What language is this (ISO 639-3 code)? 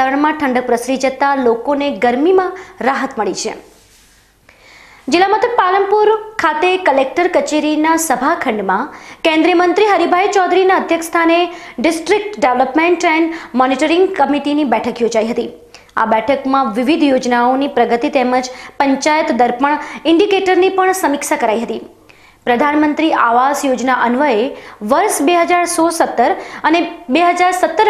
guj